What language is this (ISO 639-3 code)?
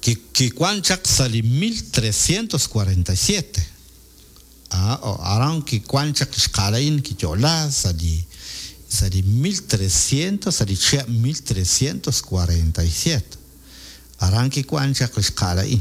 kek